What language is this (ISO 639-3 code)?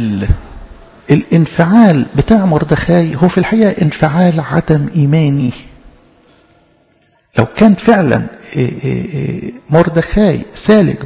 arz